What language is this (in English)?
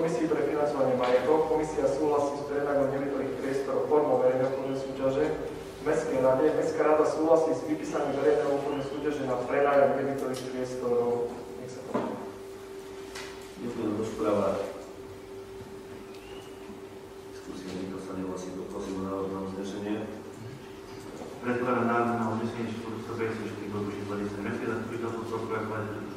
Slovak